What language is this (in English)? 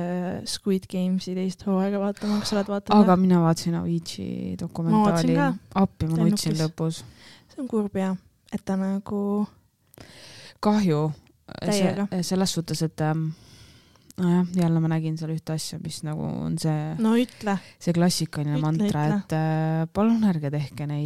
Estonian